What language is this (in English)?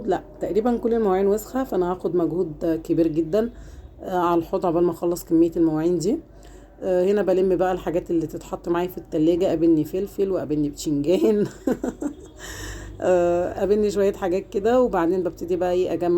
Egyptian Arabic